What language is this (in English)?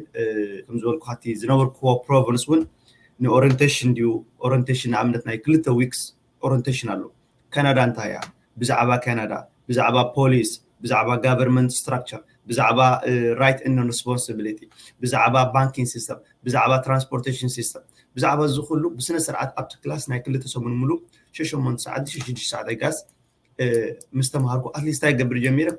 Tigrinya